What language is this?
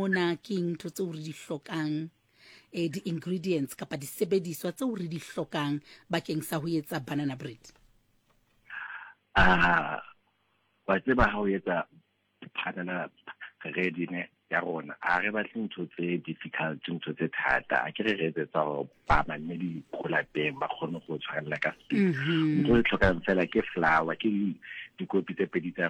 Southern Sotho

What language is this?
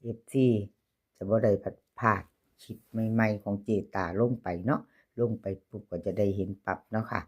Lao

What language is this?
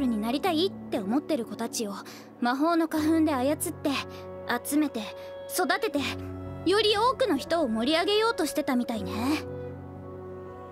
Japanese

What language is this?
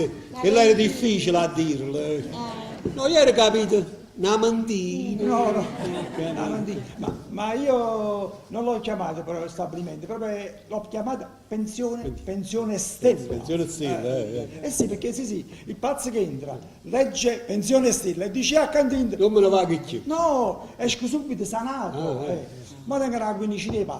Neapolitan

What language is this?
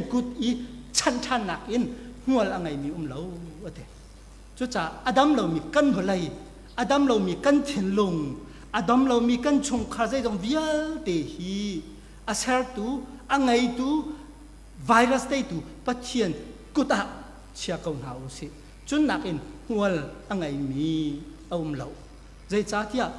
Hakha Chin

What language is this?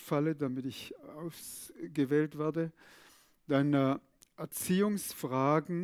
Swiss German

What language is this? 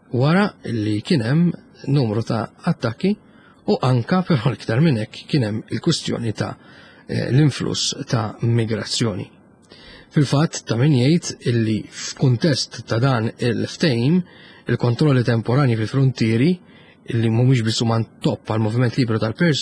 Maltese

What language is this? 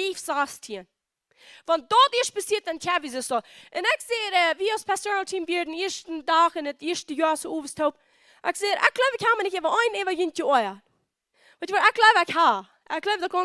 Plautdietsch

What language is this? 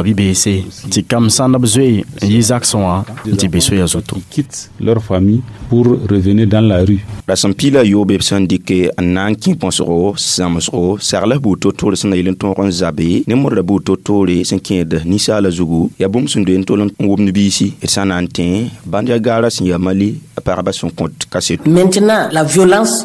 Mossi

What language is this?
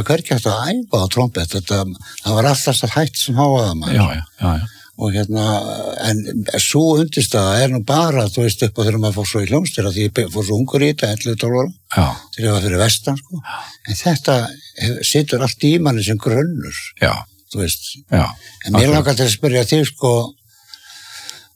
Icelandic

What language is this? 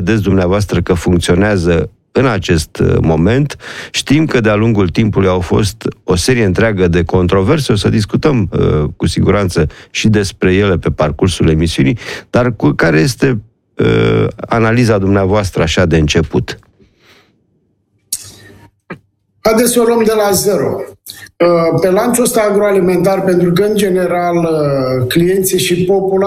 Romanian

